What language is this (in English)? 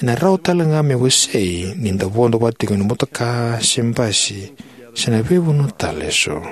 Fijian